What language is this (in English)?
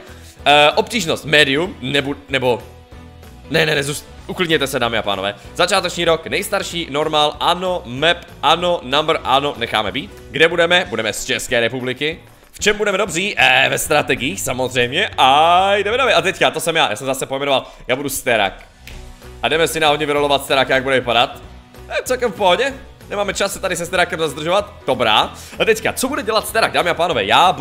Czech